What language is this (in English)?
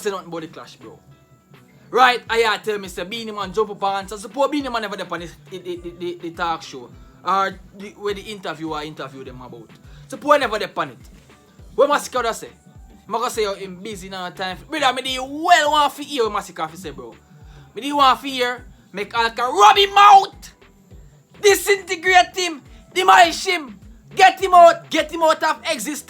Jamaican Creole English